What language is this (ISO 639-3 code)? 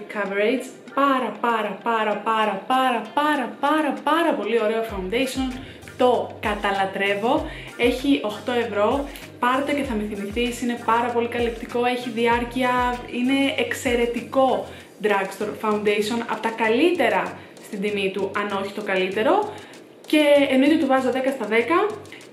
ell